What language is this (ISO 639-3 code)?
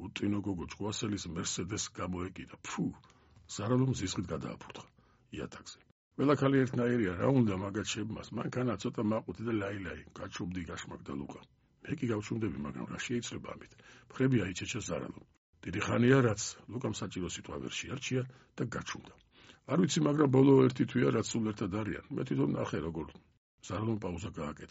kat